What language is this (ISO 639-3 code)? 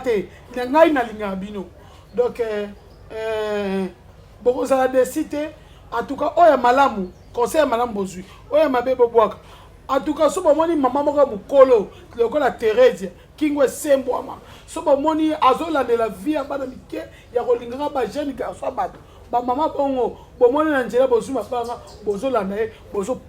lin